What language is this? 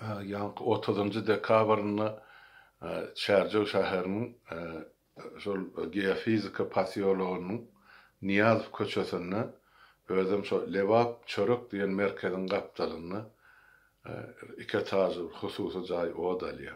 Turkmen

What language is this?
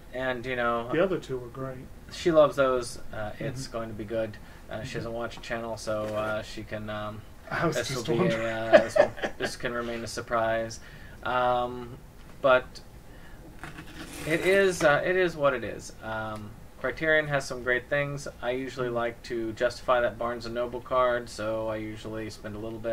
English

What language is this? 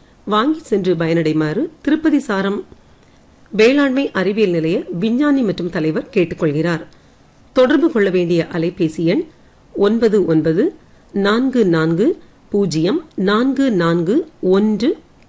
Tamil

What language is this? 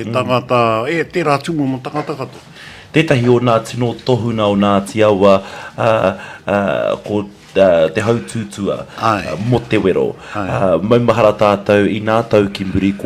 Māori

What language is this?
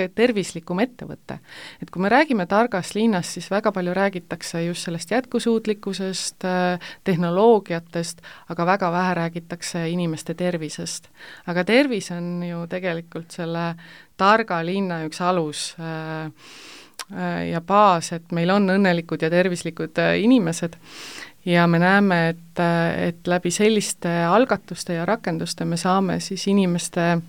Estonian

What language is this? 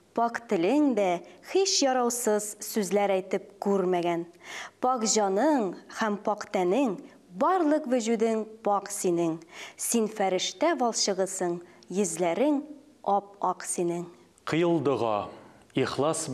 Tatar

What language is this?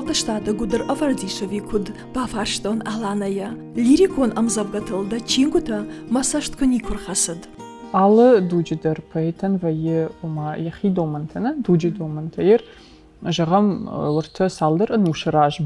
Ossetic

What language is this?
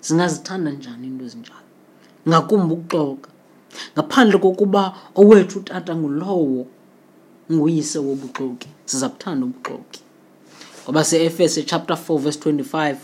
Xhosa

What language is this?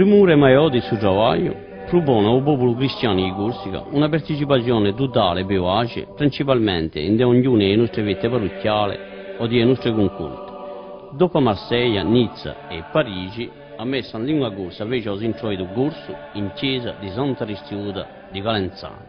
Corsican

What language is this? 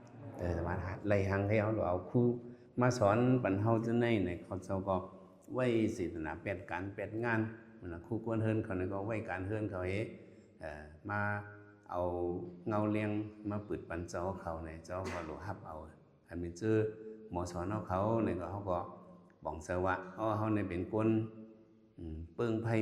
Shan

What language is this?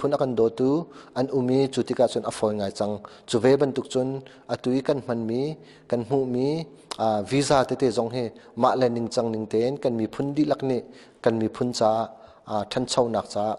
Hakha Chin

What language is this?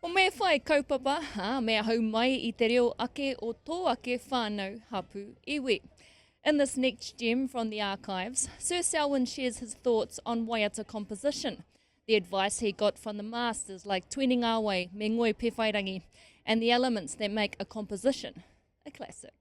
Māori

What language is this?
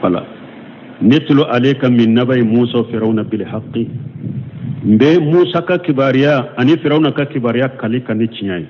Bambara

